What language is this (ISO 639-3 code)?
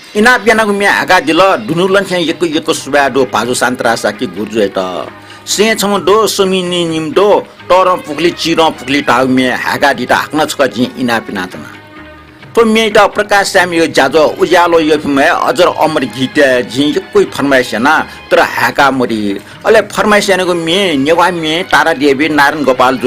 new